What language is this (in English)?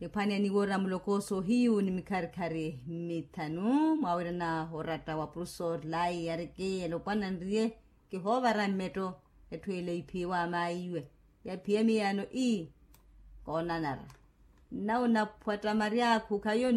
Makhuwa